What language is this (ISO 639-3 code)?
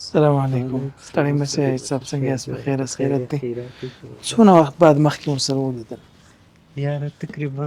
pus